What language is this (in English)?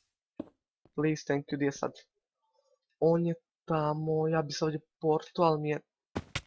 Croatian